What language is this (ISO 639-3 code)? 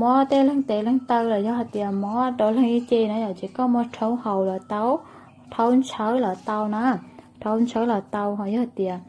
hmn